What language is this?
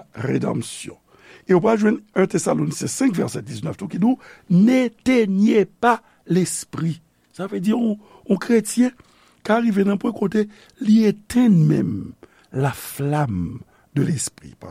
Haitian Creole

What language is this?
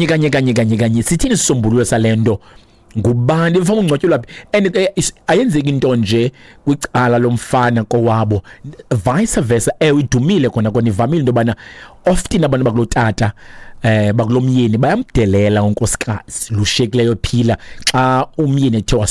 Xhosa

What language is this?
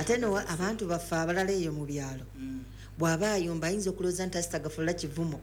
Ganda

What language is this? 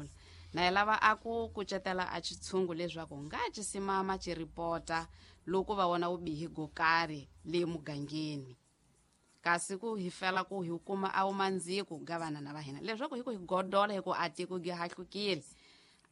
Tsonga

